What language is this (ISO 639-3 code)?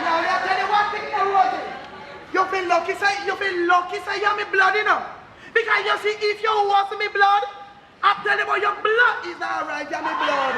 jam